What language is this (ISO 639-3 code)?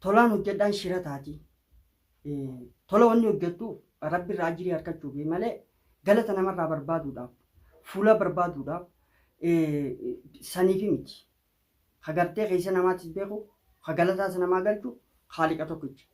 orm